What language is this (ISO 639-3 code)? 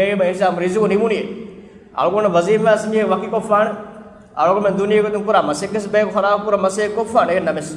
div